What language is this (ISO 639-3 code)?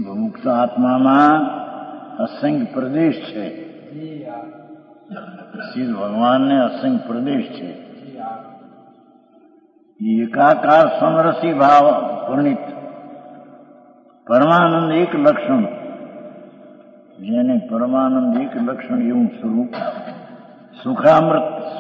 guj